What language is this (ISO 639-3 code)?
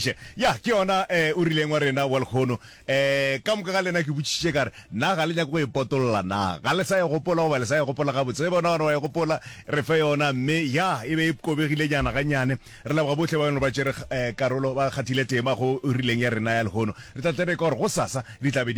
nso